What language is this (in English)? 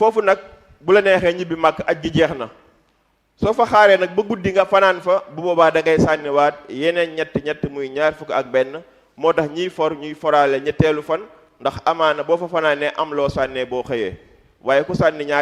Wolof